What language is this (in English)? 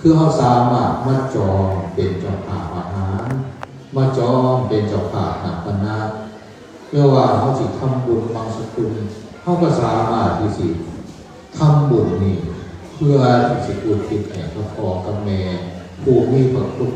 Northeastern Thai